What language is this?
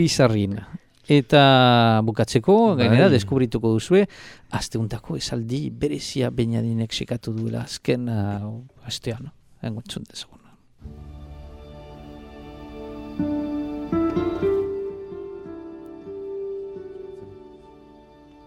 Basque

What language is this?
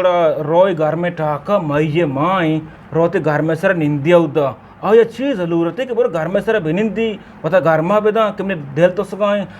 Baluchi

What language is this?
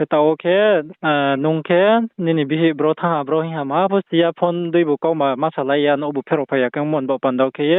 Riang (India)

